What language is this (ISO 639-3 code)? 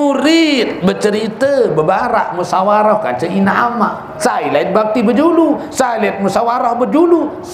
sas